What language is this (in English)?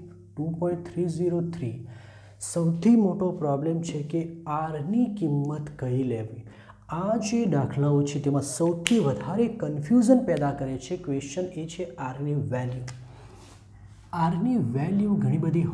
Gujarati